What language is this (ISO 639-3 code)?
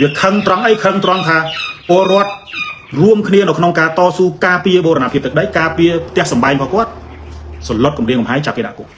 khm